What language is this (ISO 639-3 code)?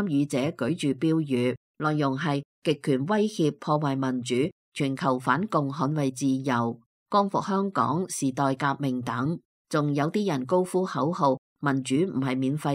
yue